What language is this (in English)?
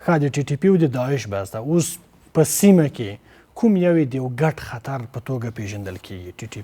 Pashto